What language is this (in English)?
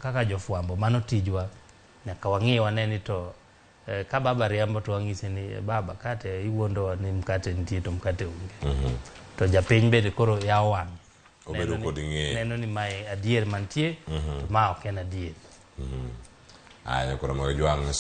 Luo (Kenya and Tanzania)